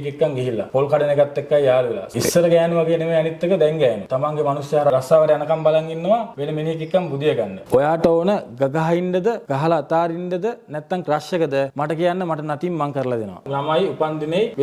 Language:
Sinhala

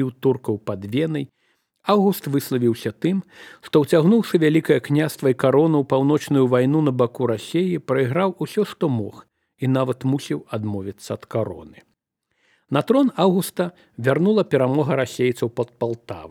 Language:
Belarusian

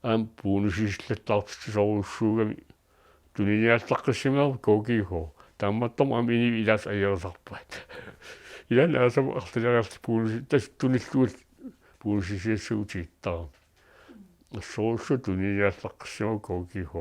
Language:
Kalaallisut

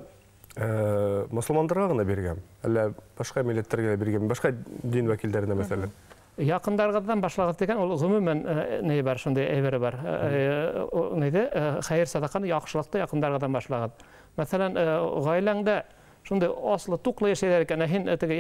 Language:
Bashkir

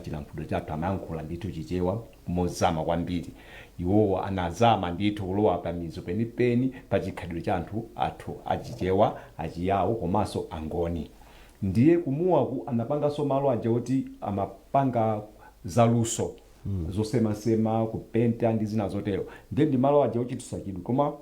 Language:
Nyanja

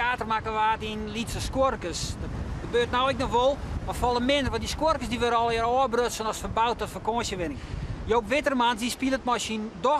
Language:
Western Frisian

